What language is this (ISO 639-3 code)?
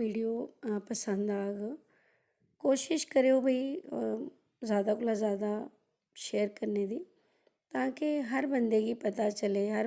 doi